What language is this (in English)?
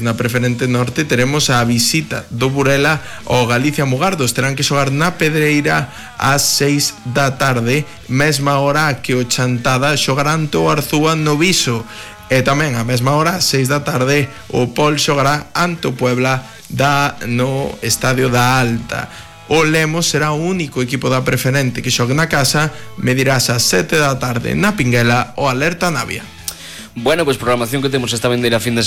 Galician